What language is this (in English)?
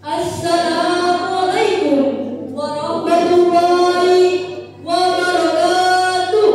Banjar